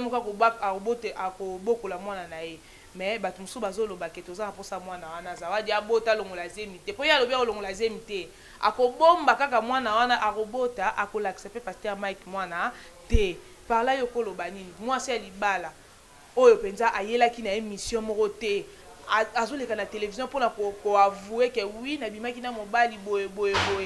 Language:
Lingala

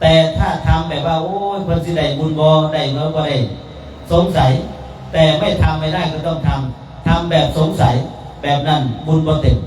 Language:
Northeastern Thai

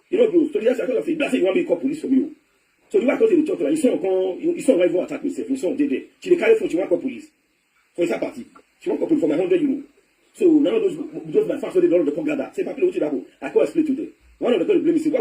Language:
Nigerian Pidgin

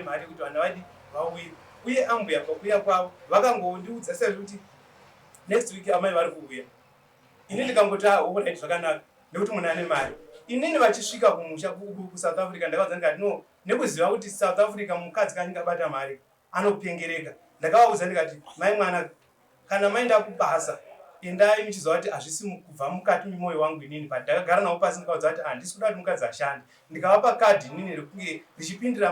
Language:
Shona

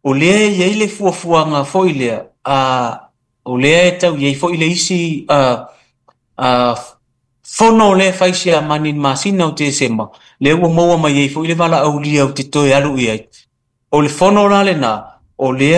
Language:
Samoan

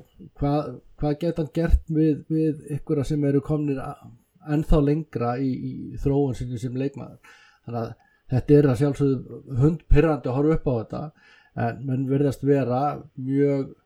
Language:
Icelandic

